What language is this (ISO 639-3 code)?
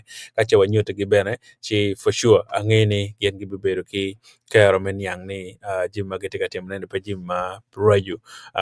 ach